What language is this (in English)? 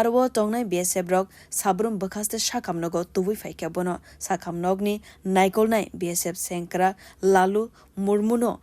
Kok Borok